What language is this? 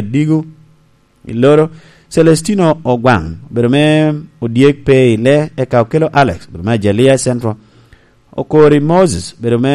Lango (Uganda)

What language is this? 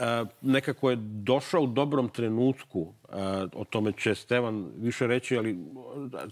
Croatian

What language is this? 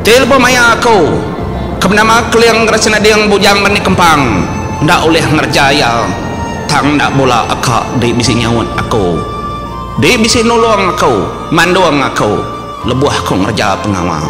Iban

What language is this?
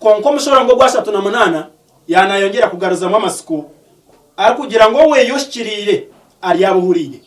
Nyankole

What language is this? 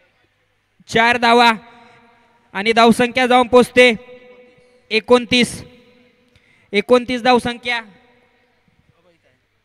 Marathi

